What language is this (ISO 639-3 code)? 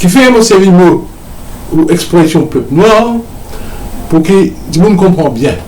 mfe